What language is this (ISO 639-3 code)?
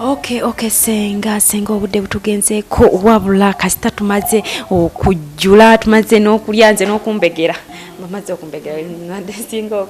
lug